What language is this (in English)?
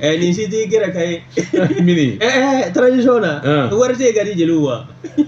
Bambara